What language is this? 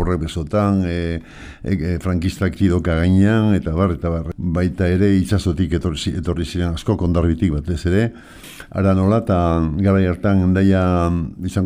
Basque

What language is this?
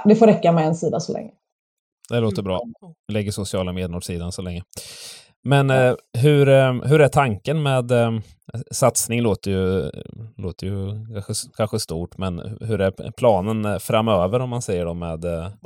Swedish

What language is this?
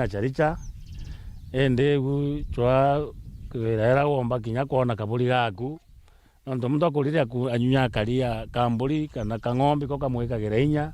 Meru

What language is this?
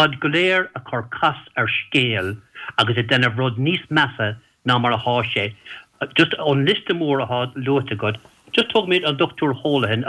Irish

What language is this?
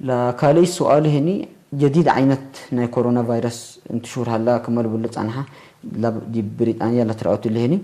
Tigre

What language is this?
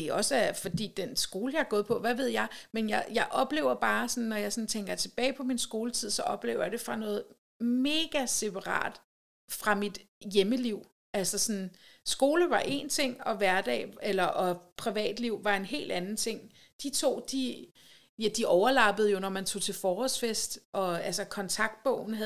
Danish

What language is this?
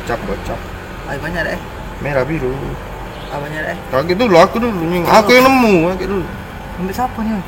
Musi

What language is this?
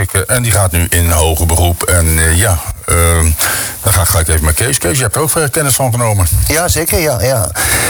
Dutch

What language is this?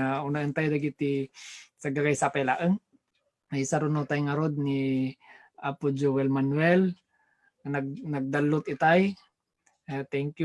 Iloko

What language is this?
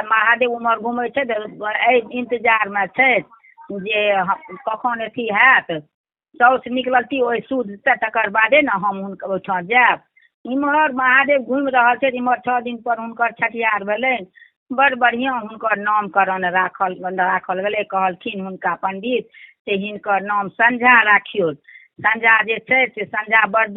Maithili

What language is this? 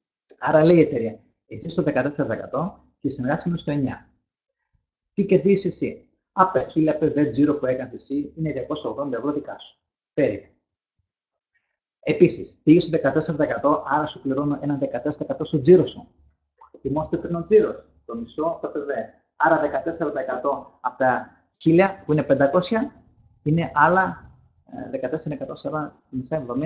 Greek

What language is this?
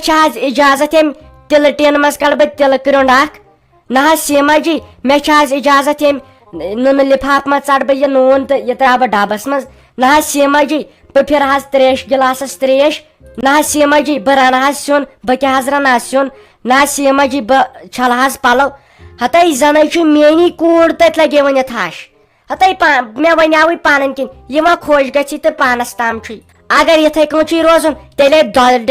Kashmiri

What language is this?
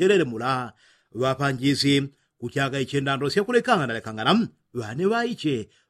Yao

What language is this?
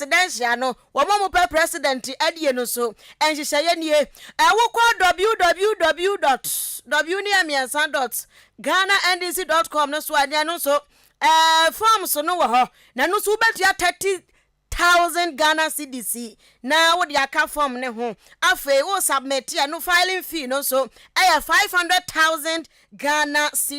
Akan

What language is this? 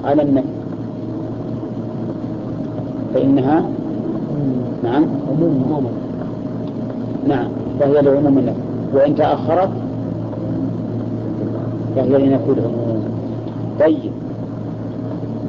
Arabic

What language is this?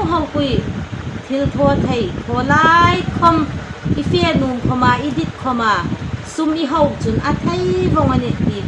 Hmar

